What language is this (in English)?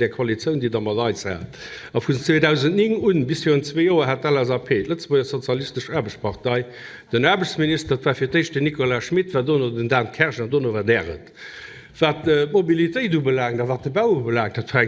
Luxembourgish